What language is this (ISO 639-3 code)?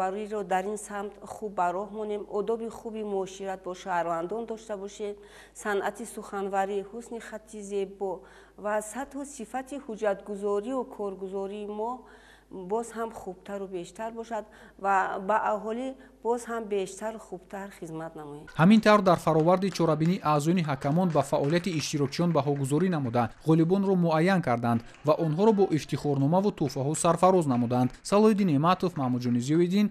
tgk